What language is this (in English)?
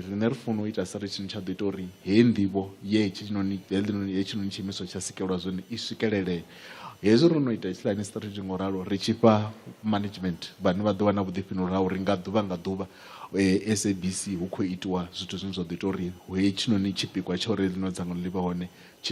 Venda